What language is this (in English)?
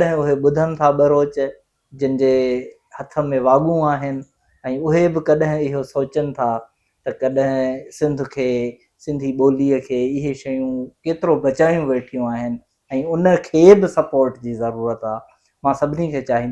Sindhi